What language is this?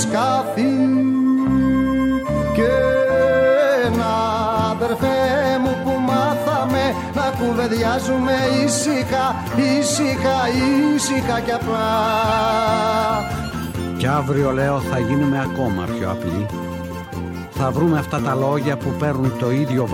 Greek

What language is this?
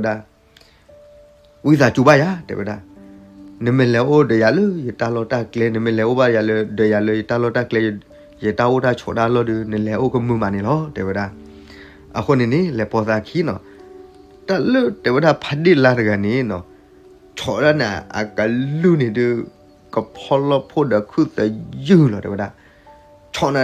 S'gaw Karen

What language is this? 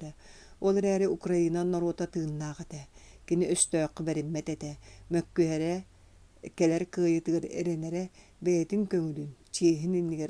Yakut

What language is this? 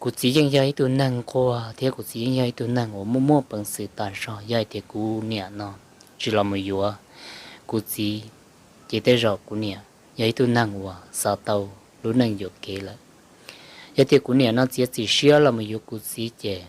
Hmong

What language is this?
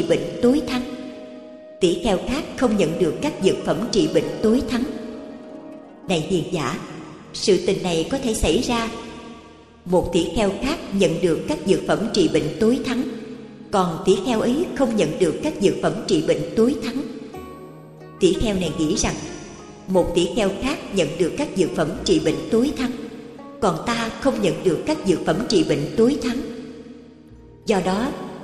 Vietnamese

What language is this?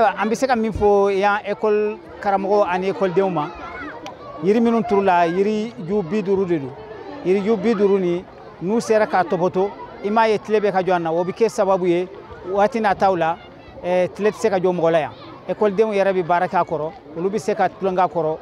Bambara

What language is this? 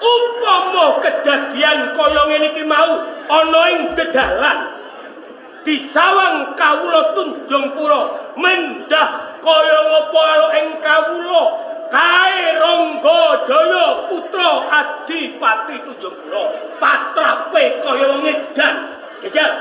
Javanese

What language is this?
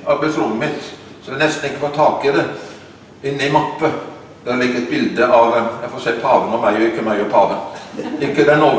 Norwegian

